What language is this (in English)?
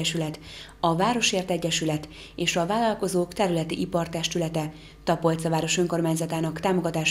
Hungarian